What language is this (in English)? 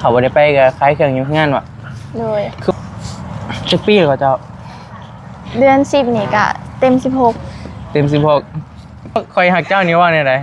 Northeastern Thai